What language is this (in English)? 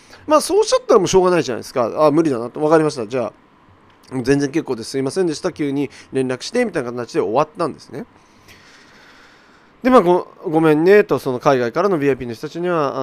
Japanese